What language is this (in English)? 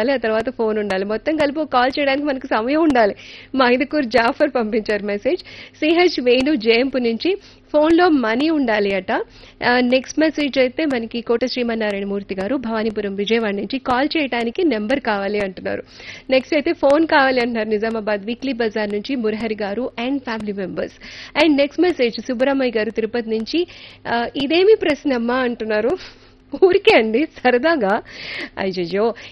Telugu